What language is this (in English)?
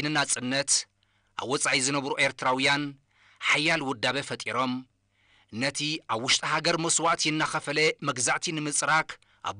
Tigrinya